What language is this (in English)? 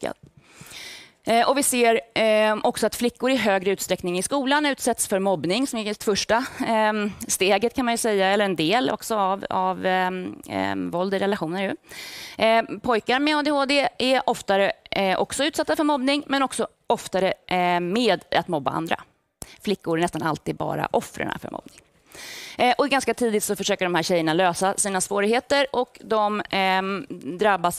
Swedish